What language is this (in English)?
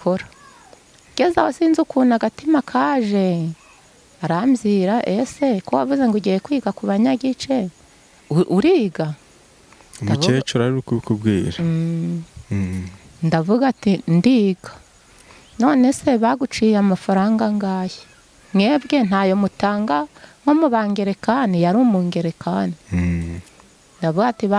Kinyarwanda